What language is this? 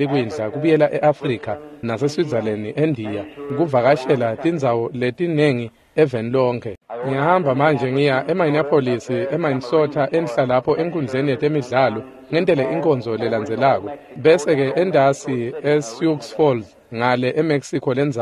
Swati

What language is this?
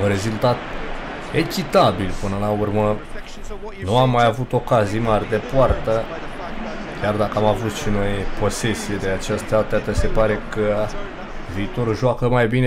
Romanian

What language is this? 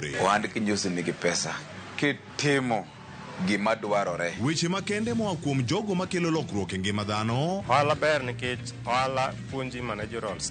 Luo (Kenya and Tanzania)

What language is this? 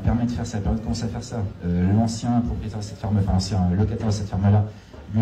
French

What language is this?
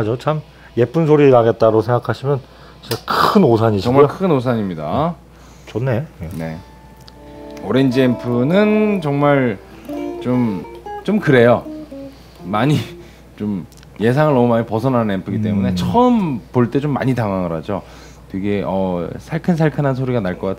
Korean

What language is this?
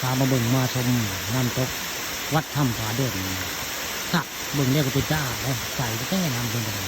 Northeastern Thai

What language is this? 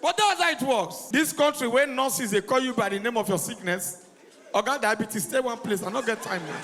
Nigerian Pidgin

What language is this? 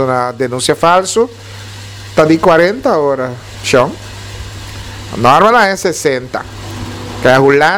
Papiamento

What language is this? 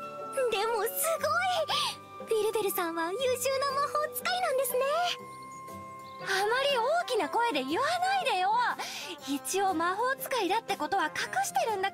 Japanese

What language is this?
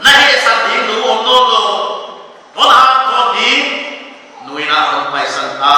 Paite Chin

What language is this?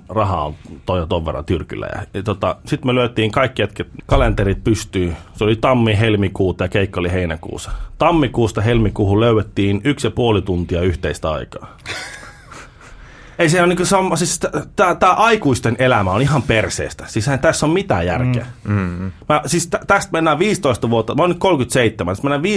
Finnish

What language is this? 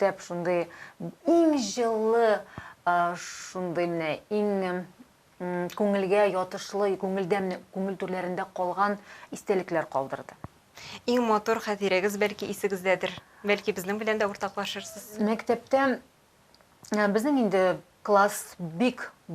Tatar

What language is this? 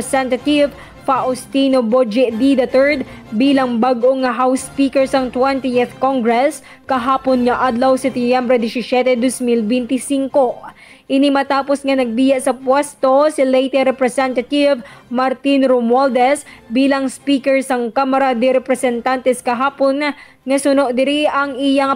Hiligaynon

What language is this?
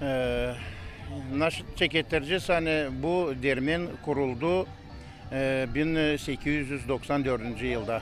Gagauz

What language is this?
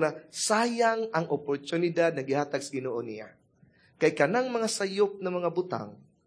Cebuano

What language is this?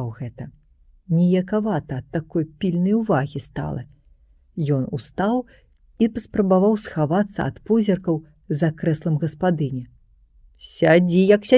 Belarusian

